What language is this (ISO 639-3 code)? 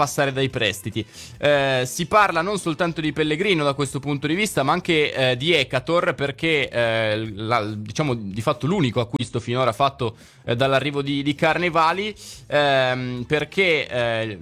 ita